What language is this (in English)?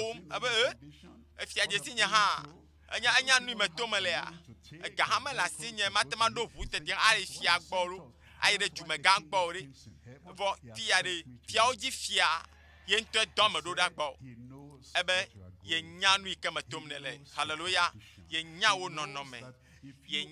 Ewe